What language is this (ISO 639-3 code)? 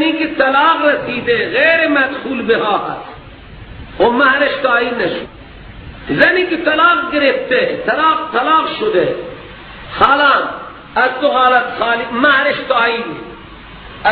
fas